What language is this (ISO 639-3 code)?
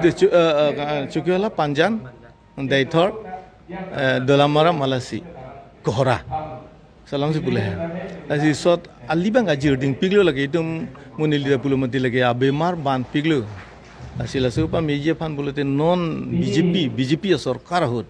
mjw